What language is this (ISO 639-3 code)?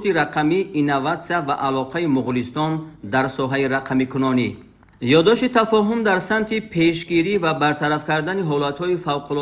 tgk